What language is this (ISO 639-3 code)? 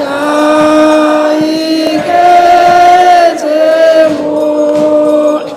sot